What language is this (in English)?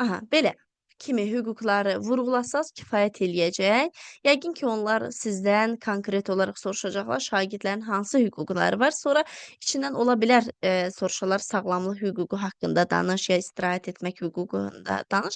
Azerbaijani